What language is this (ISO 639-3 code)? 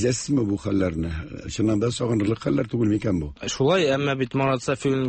tat